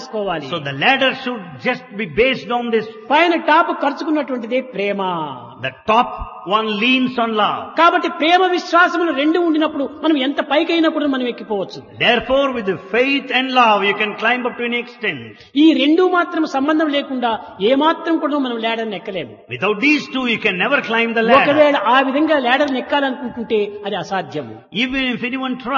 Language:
Telugu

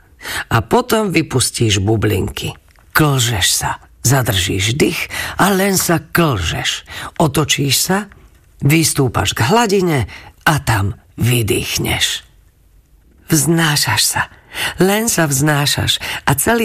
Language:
Slovak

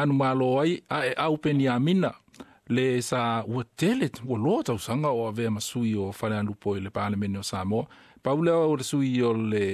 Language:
Samoan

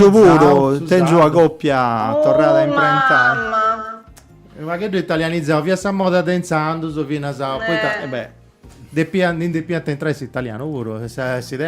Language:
Sardinian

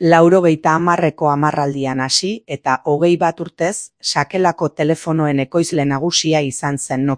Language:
Basque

